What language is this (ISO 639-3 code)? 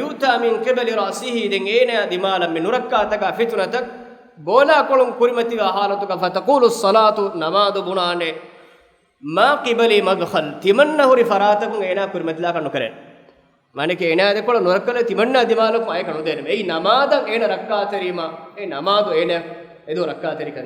div